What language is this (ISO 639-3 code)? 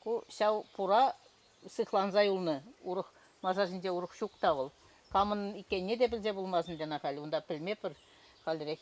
chv